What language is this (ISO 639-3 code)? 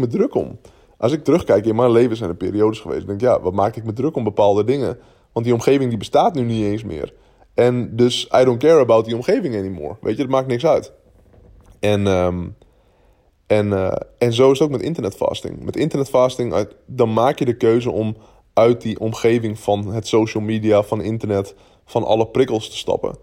nld